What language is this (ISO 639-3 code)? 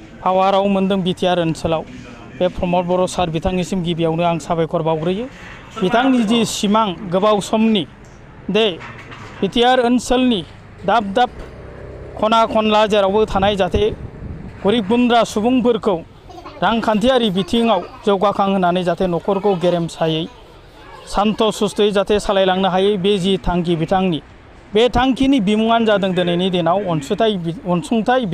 brx